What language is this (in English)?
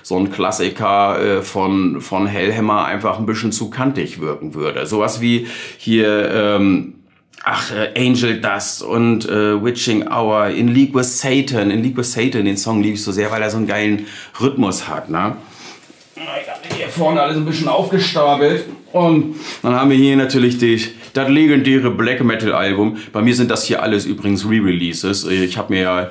German